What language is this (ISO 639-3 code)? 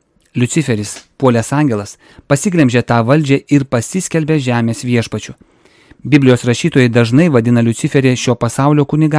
lit